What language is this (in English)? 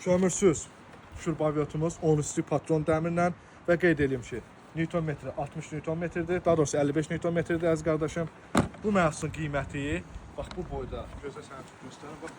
Azerbaijani